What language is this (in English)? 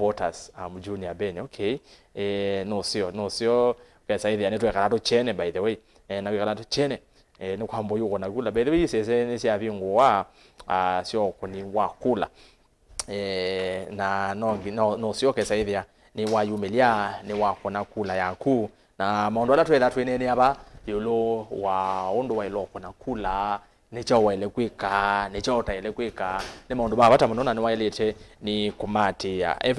Kamba